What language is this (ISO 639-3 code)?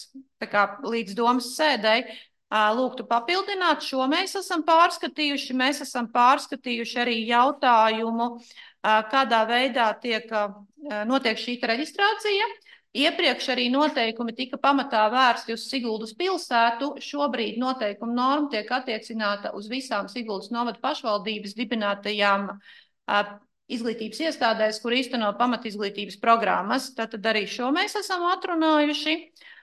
lav